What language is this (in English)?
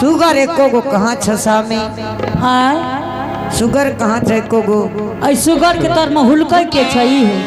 Angika